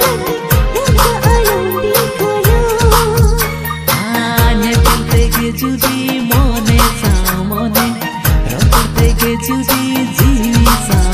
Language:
Santali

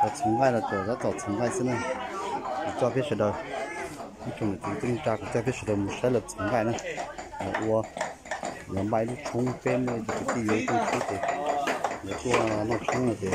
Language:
Hmong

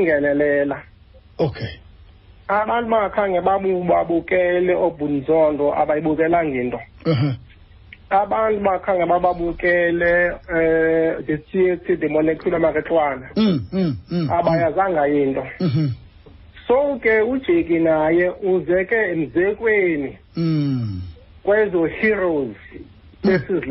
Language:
Xhosa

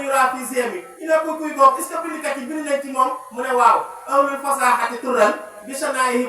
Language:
Wolof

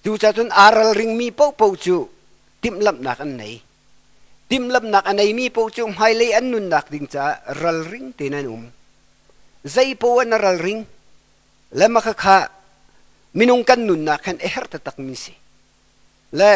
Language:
Hakha Chin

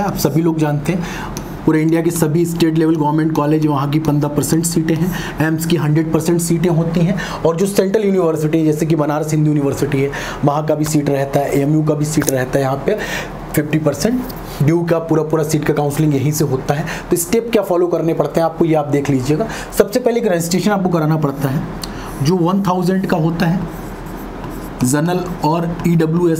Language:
Hindi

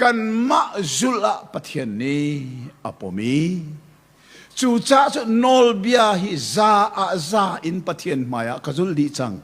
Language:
Hakha Chin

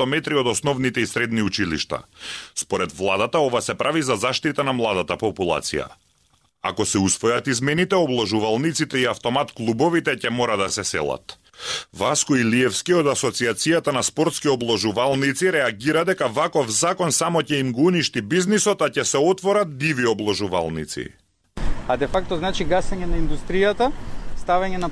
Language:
Macedonian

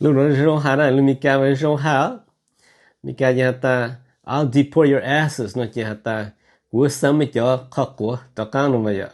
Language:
Hmong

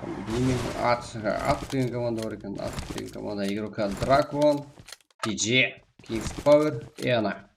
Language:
Kara-Kalpak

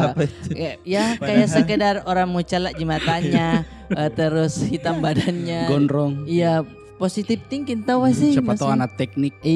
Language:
Makassar Malay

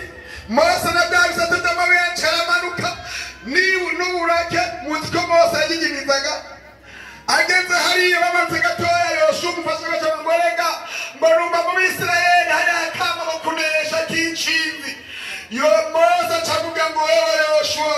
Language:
Rundi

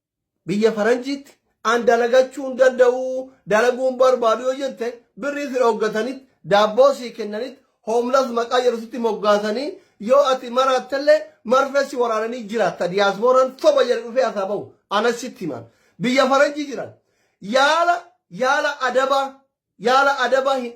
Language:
Oromo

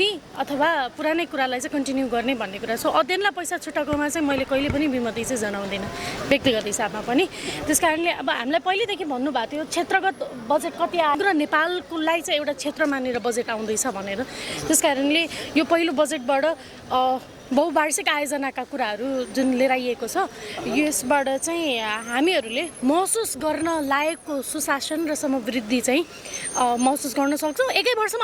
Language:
Nepali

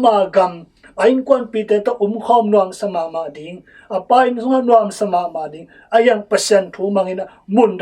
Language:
Tedim Chin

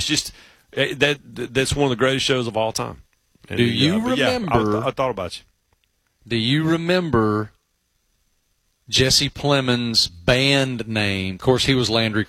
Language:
English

